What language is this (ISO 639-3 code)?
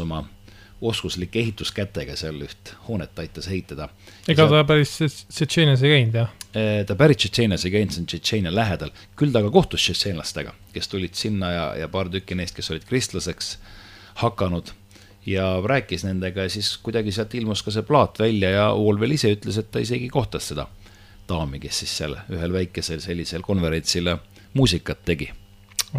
est